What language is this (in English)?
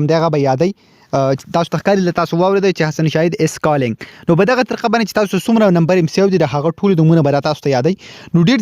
Pashto